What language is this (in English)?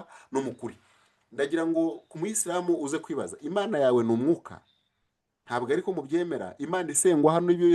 Kinyarwanda